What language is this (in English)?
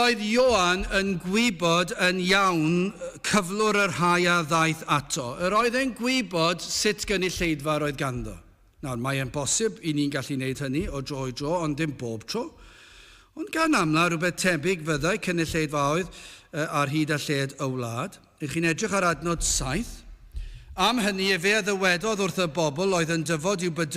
Welsh